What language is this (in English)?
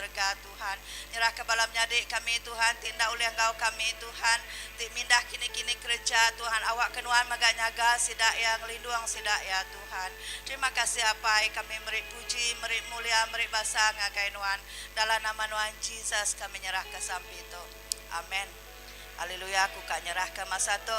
Iban